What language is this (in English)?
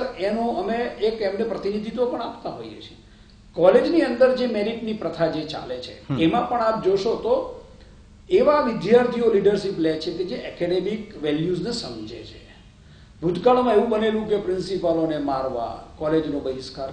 Gujarati